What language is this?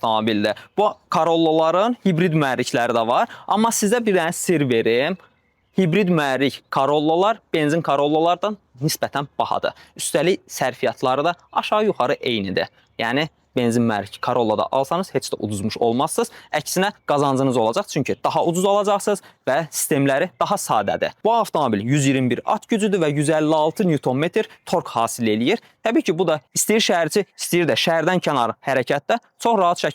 Azerbaijani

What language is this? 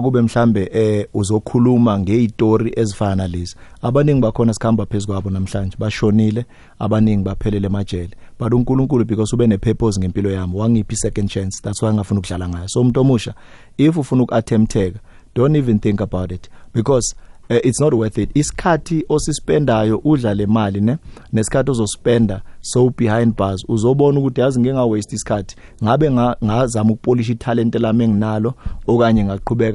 South Ndebele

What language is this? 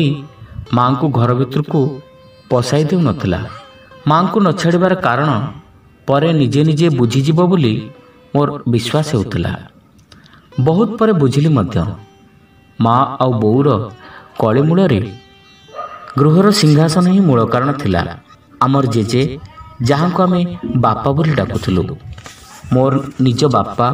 Odia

